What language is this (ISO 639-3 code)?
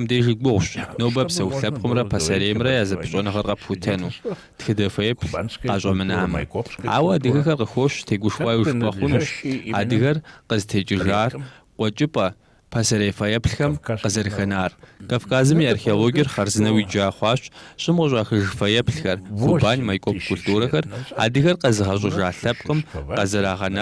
kbd